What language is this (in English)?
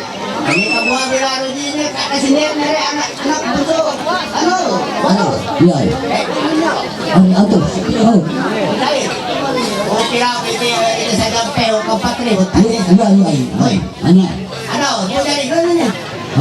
Ma'anyan